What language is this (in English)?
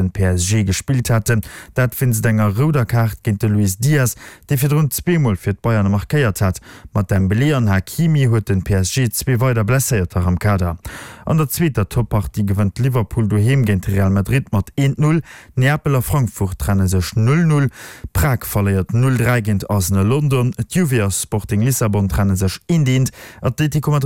Luxembourgish